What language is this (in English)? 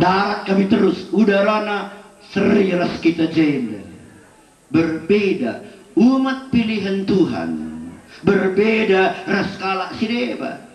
Batak Karo